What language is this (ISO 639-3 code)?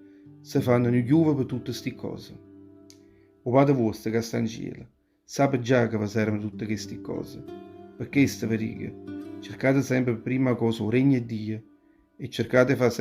nap